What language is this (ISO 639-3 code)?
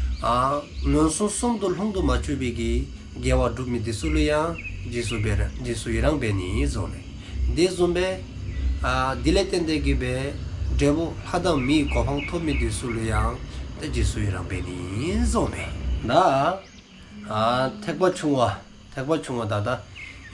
dzo